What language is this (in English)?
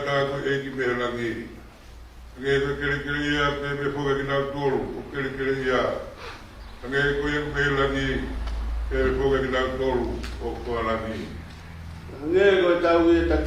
Tongan